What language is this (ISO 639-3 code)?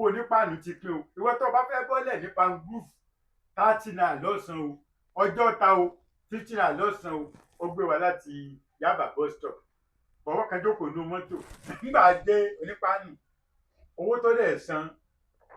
yor